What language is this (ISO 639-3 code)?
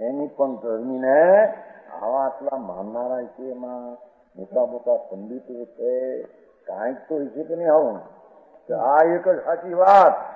guj